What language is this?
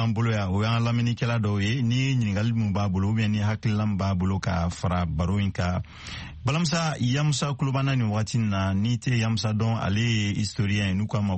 Bambara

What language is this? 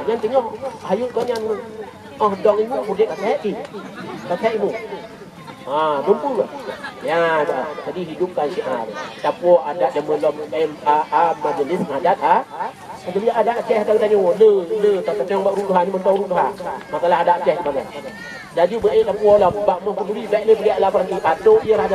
Achinese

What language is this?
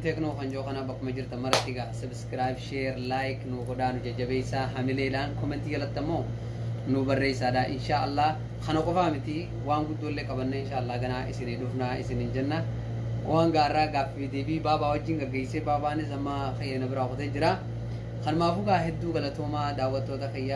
Oromo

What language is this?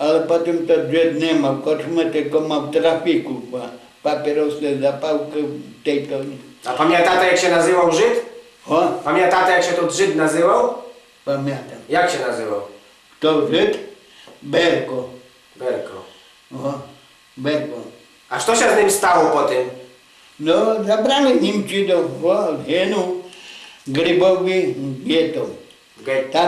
Rusyn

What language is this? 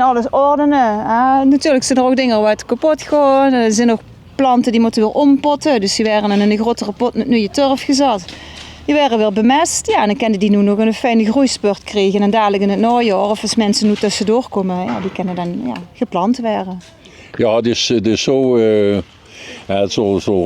Limburgish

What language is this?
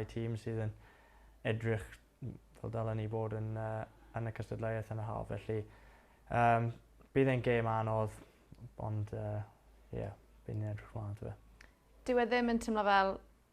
Welsh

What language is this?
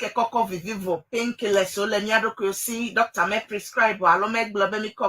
Ewe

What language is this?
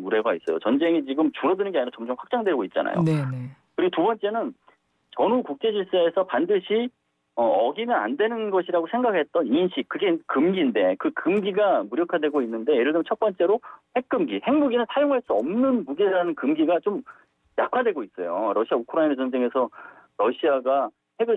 Korean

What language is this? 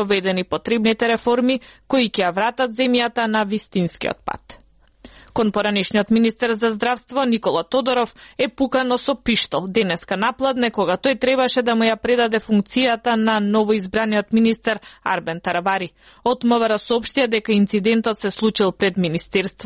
Macedonian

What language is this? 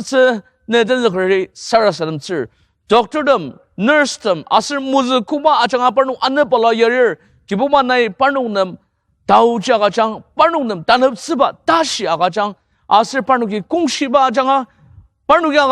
Ao Naga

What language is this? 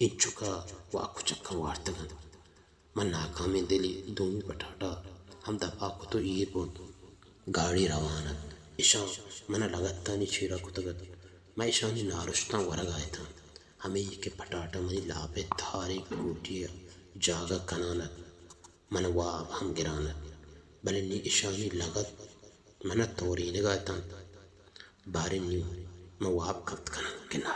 Baluchi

